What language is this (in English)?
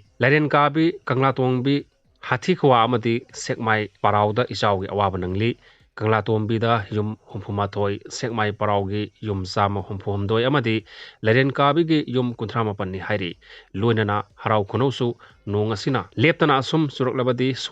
Manipuri